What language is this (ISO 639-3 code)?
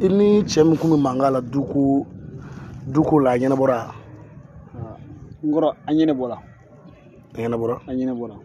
bam